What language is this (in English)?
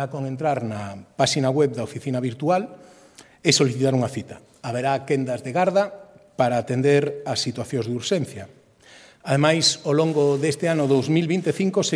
Galician